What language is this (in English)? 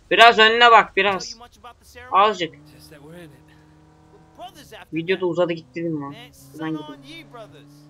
Turkish